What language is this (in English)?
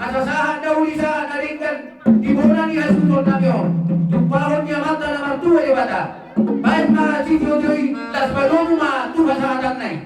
Batak Toba